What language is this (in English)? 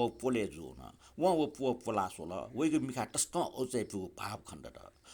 Newari